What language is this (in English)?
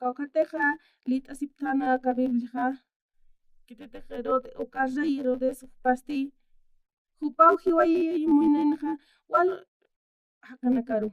Aymara